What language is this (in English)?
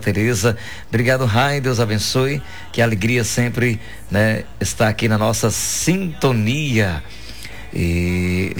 Portuguese